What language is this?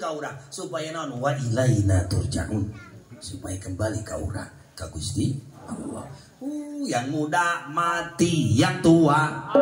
Sundanese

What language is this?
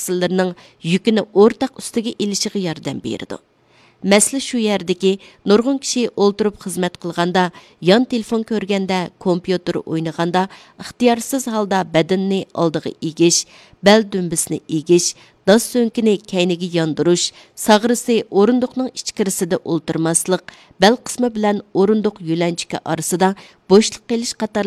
Uyghur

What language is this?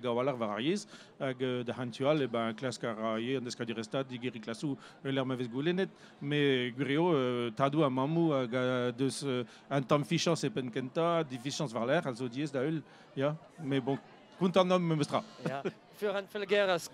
Breton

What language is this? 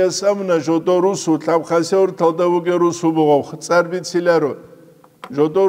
Avaric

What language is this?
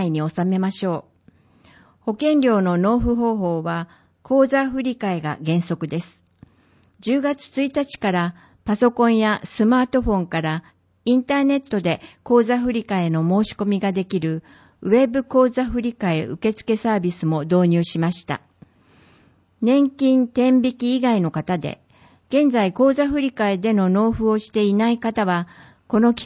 Japanese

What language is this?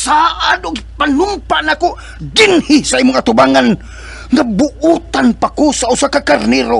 Cebuano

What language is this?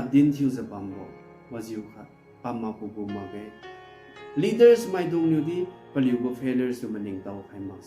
Liangmai Naga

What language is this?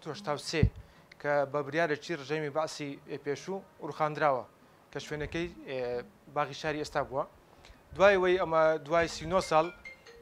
Central Kurdish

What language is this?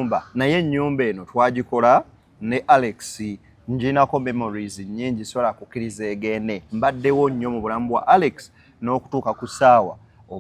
Ganda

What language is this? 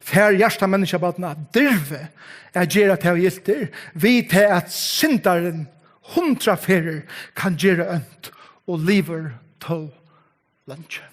Faroese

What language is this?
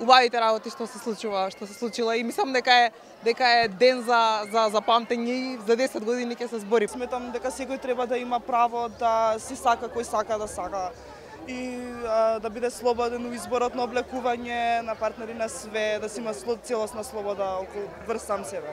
Macedonian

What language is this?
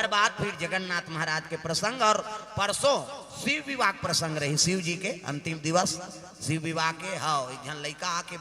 Chhattisgarhi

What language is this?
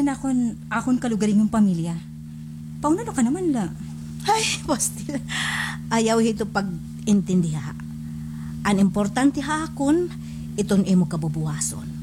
Waray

